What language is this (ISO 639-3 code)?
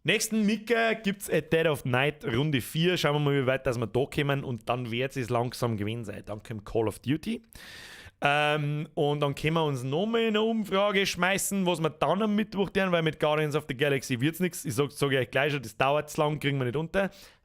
bar